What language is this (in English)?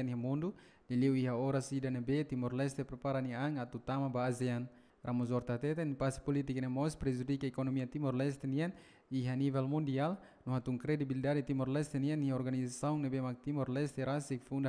Tetum